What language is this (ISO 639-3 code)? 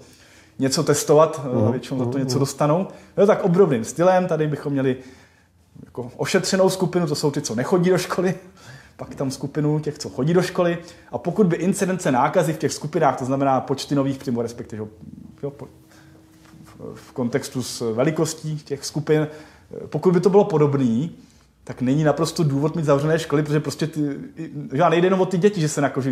ces